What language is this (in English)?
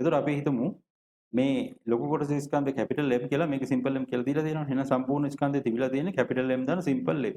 Sinhala